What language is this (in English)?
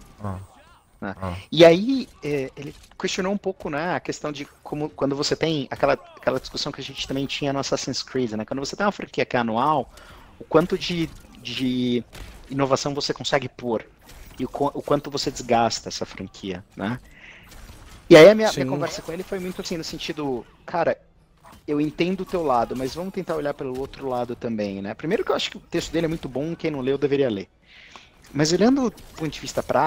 Portuguese